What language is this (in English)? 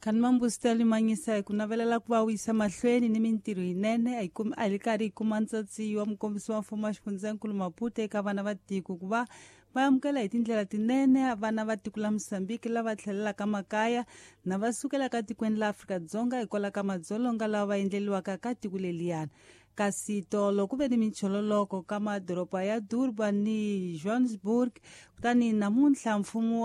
Tsonga